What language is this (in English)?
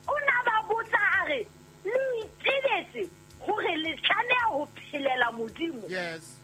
Southern Sotho